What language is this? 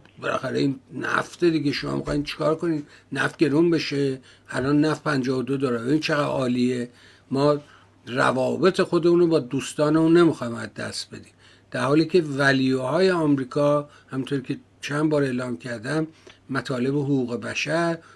Persian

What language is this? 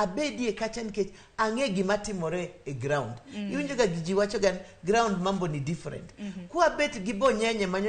Luo (Kenya and Tanzania)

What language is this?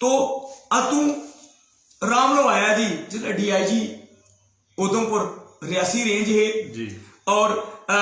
Dogri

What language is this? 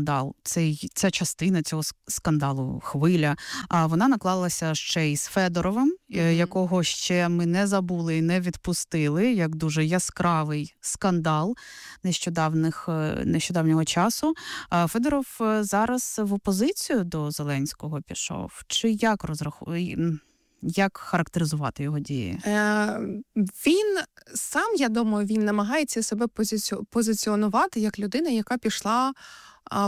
Ukrainian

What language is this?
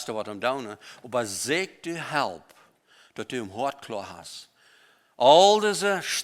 Plautdietsch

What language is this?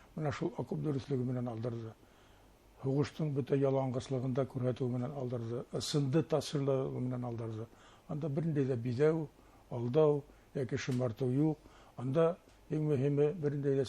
Bashkir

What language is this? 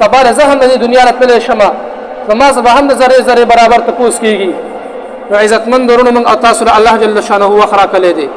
Pashto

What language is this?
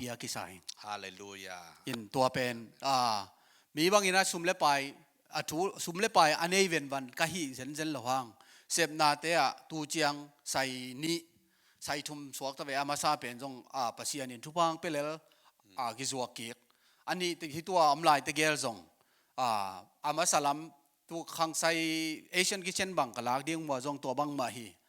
Tedim Chin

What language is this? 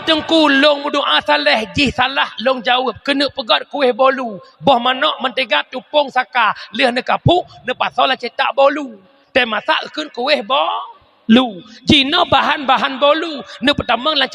Achinese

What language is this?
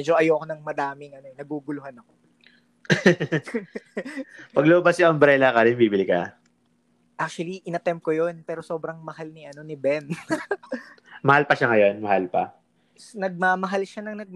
Filipino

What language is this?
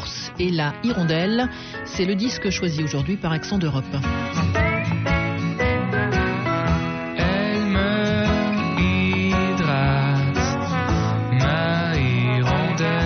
French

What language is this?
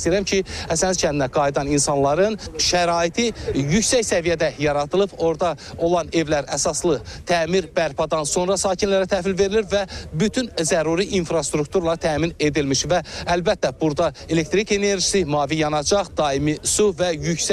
Azerbaijani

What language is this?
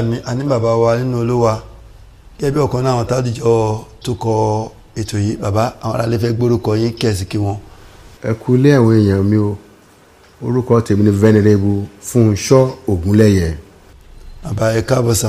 Yoruba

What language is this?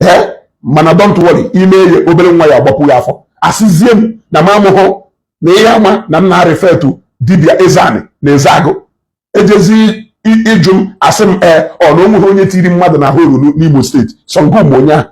Igbo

